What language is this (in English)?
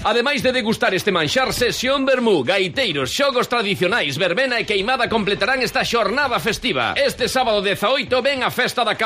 Galician